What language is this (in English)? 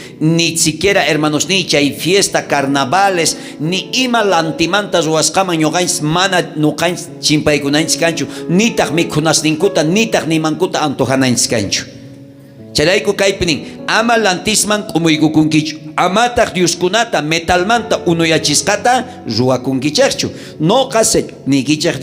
South Bolivian Quechua